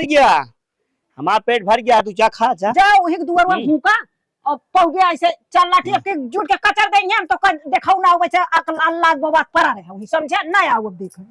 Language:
Awadhi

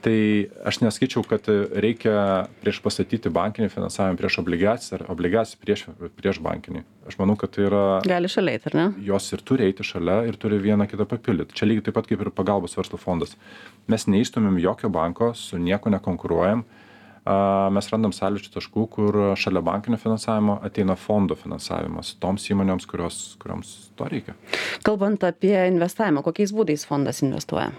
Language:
Lithuanian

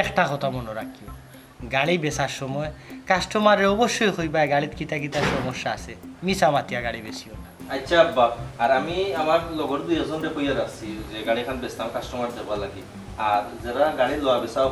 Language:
Sylheti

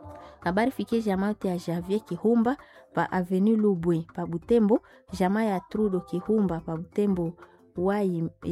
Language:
Swahili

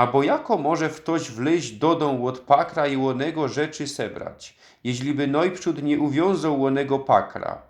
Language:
Silesian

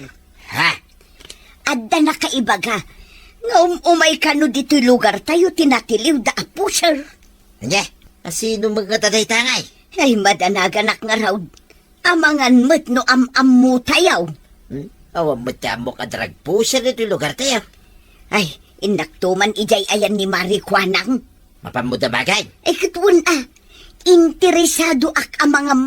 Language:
Iloko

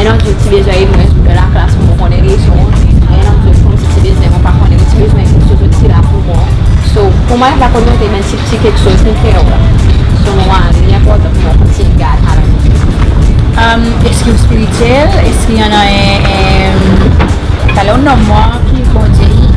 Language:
Seselwa Creole French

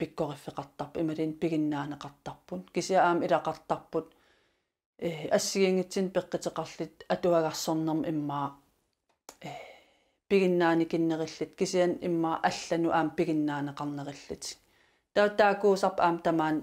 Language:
Kalaallisut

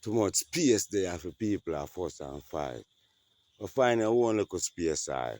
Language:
Jamaican Creole English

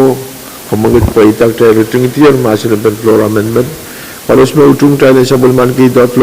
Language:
Pohnpeian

